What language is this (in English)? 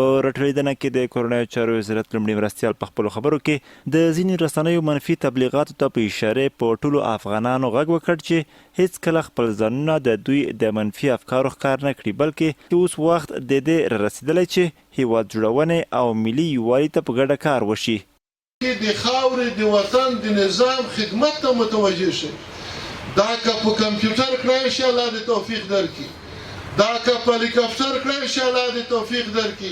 Pashto